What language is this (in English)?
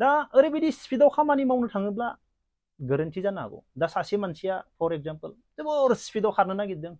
Bodo